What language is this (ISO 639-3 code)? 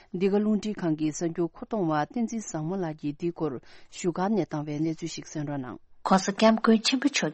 bod